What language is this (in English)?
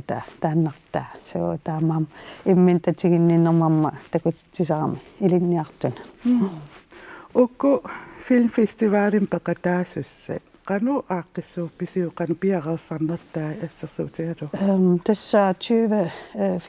Kalaallisut